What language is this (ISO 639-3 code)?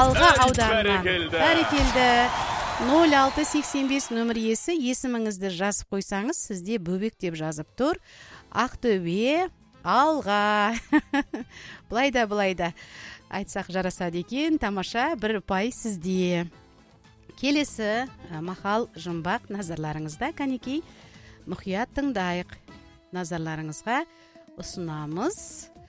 kaz